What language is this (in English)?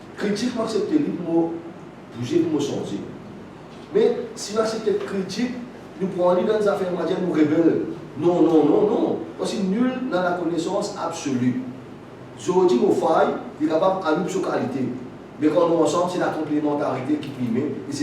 Morisyen